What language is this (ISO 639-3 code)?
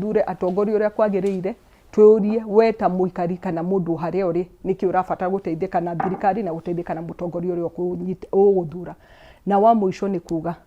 kik